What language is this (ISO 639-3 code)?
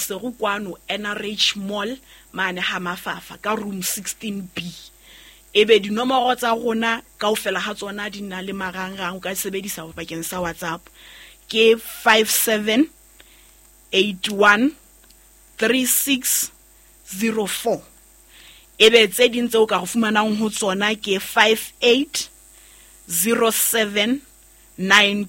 sot